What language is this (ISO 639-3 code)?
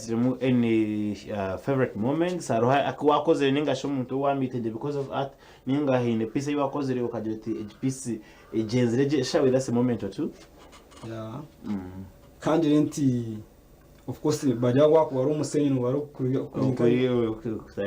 nyn